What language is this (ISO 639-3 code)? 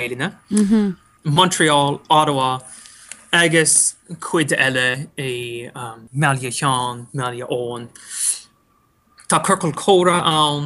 gle